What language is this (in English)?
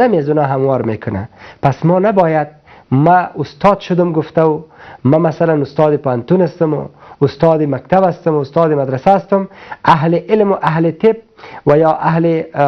Persian